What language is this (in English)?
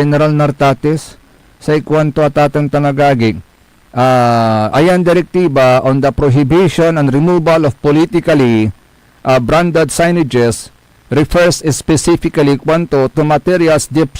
Pangasinan